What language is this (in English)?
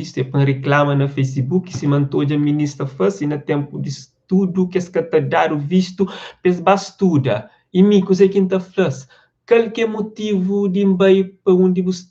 Kabuverdianu